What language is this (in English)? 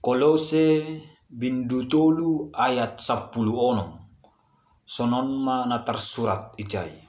Batak Simalungun